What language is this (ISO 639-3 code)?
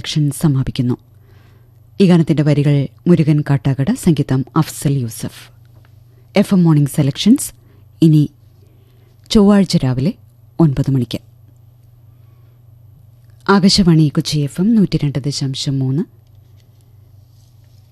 mal